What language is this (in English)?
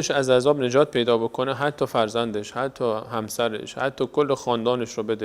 Persian